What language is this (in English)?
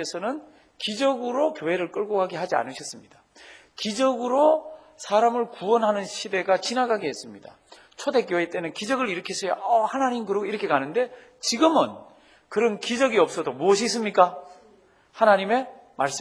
Korean